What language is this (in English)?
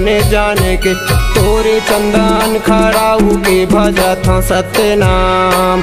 Chhattisgarhi